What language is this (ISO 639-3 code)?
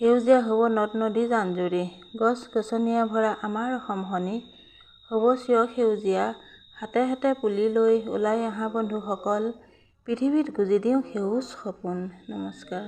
asm